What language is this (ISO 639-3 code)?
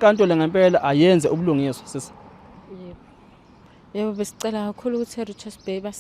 zul